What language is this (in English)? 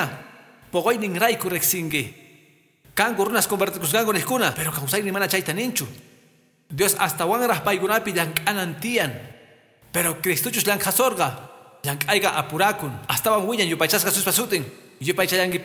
Quechua